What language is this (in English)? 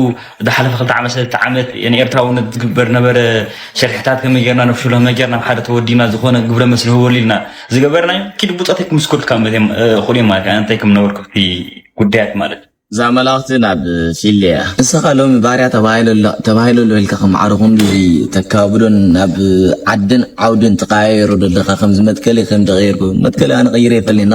Tigrinya